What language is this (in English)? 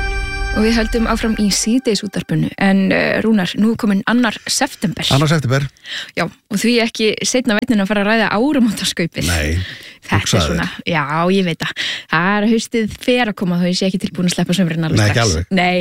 Icelandic